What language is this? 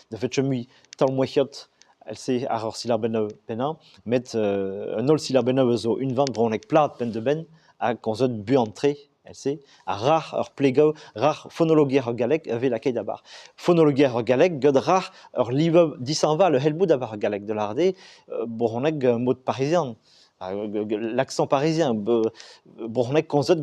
Breton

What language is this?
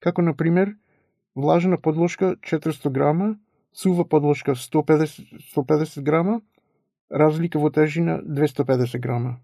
Macedonian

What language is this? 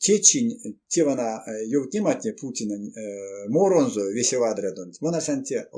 Erzya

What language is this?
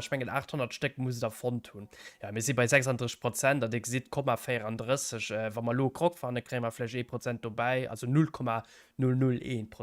Luxembourgish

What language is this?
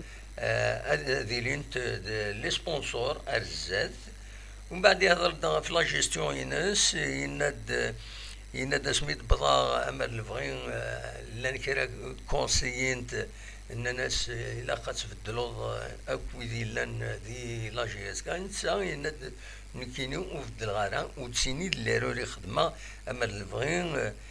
Kabyle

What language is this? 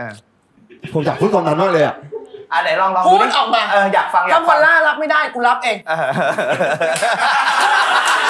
Thai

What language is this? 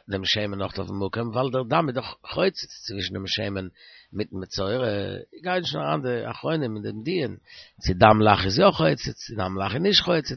Yiddish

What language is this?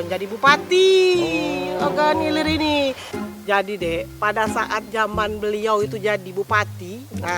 Musi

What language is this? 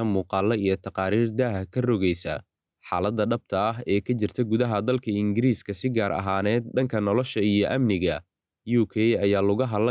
Somali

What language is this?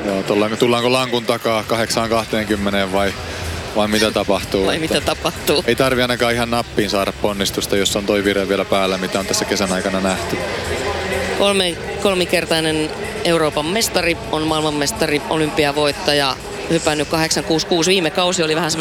Finnish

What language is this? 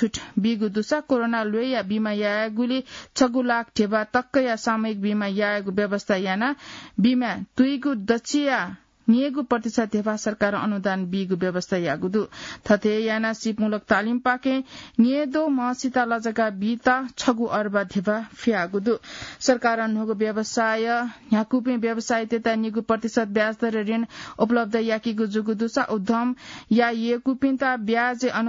Newari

